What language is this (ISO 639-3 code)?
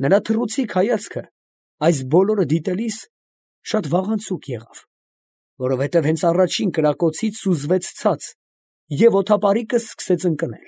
hye